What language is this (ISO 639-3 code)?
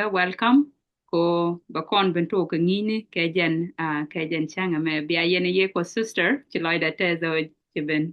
nus